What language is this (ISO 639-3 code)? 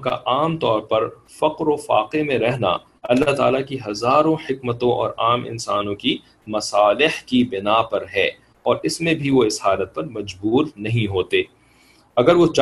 urd